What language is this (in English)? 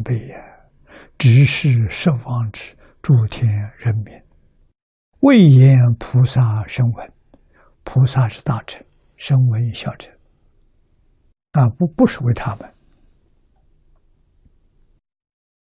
Chinese